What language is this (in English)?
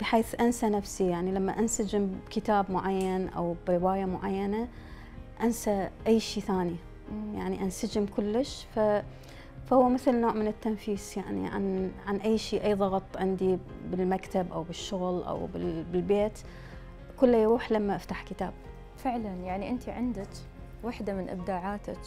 Mesopotamian Arabic